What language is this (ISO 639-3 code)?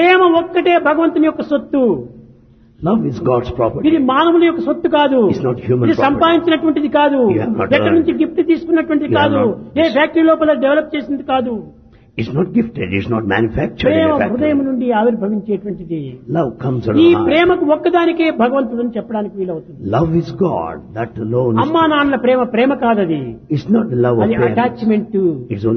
tel